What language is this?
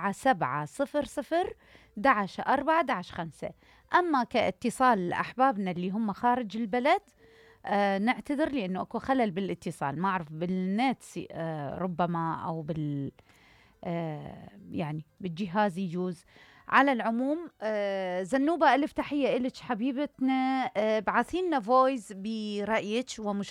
Mesopotamian Arabic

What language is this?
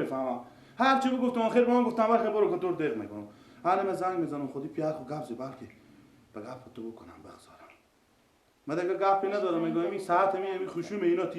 Persian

